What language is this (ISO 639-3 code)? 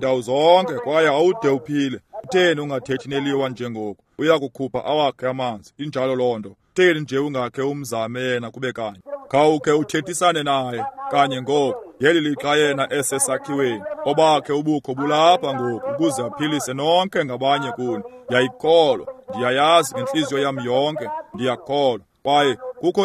xho